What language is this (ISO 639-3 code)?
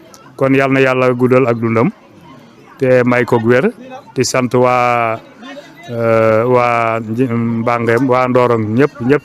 wol